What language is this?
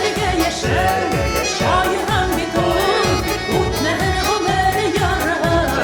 Bashkir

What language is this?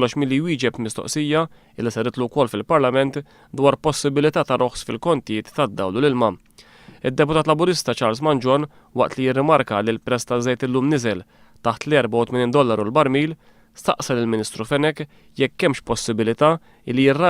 Maltese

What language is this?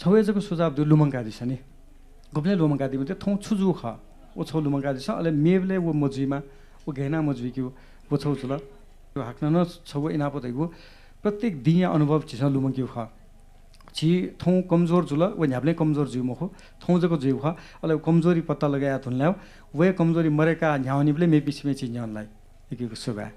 Newari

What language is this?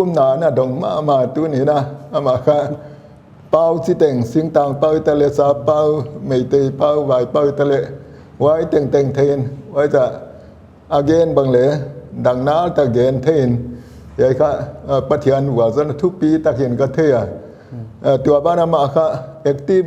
Paite Chin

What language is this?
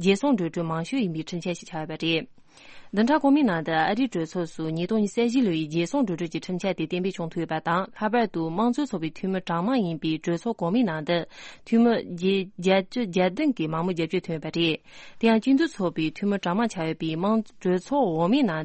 Tibetan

